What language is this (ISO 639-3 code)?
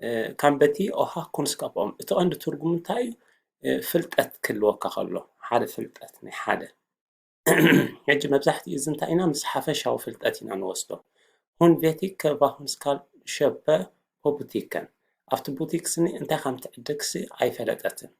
tir